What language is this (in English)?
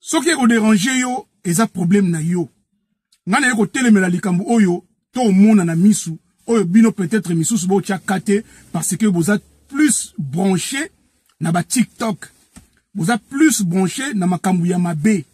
Lingala